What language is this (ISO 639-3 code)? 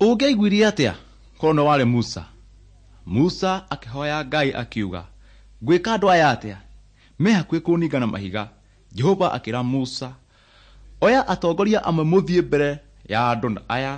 kik